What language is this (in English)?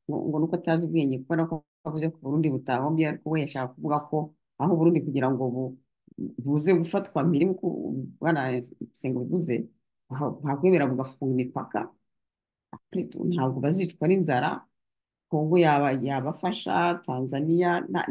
Kinyarwanda